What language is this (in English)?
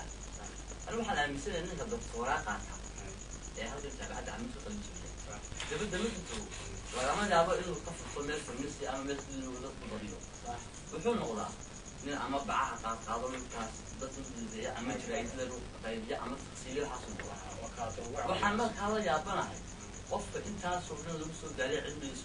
Somali